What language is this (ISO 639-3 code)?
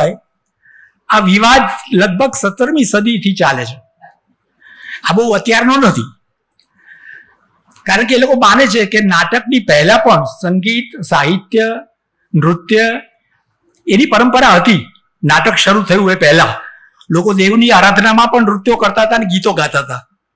guj